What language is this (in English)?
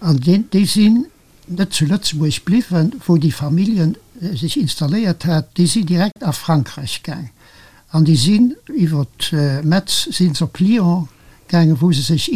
Luxembourgish